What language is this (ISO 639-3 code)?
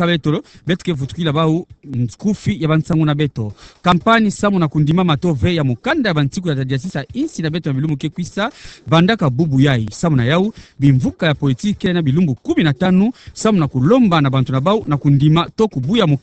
ktu